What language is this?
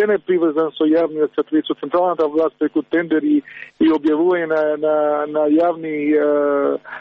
Macedonian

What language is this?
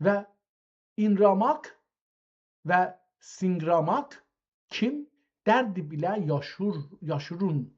South Azerbaijani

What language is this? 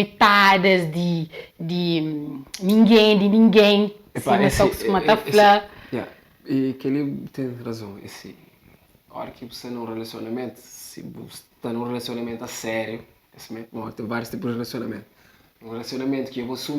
Kabuverdianu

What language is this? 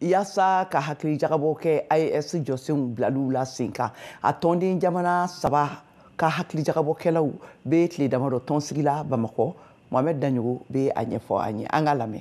Bambara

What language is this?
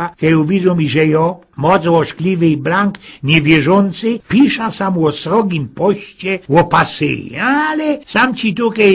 Silesian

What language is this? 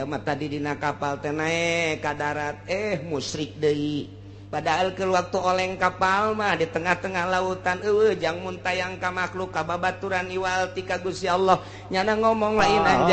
Sundanese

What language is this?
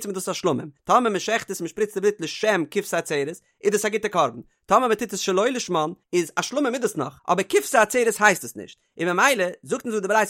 Yiddish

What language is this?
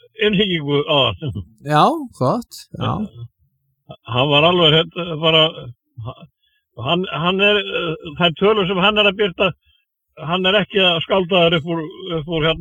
Icelandic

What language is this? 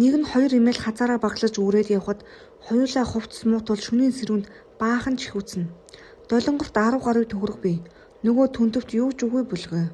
Mongolian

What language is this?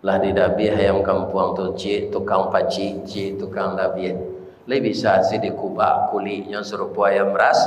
Minangkabau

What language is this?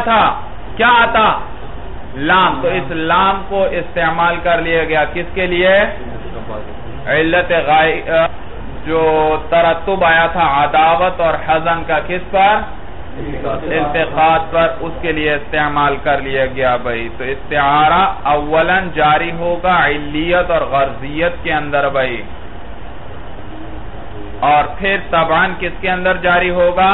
Urdu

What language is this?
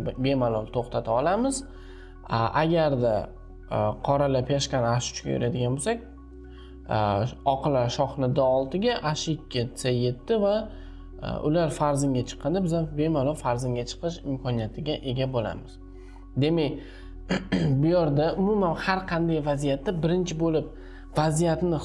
Uzbek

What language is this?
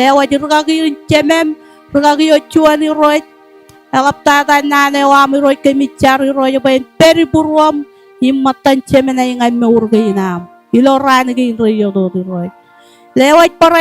Marshallese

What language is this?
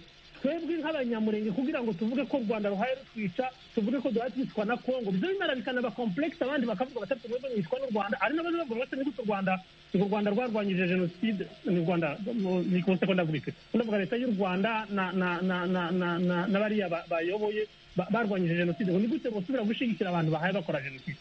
Kinyarwanda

